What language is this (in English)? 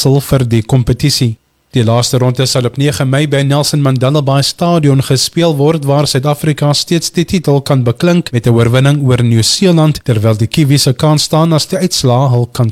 Afrikaans